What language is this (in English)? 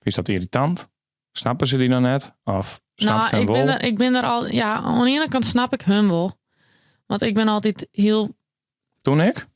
Western Frisian